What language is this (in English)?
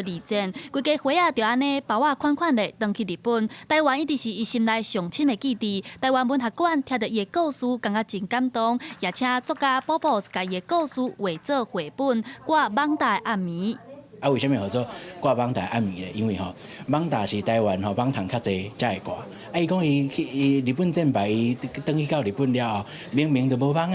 Min Nan Chinese